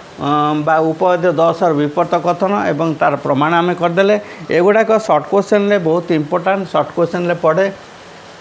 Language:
Odia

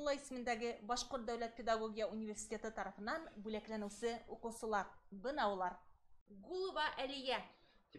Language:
Bashkir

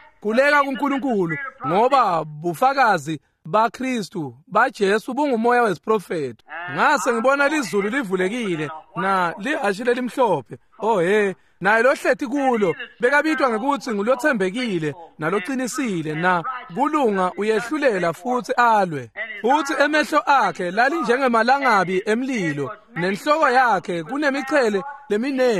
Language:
Swati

